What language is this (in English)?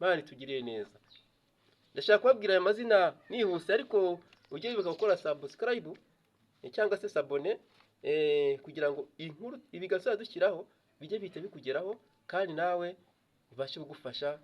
Kinyarwanda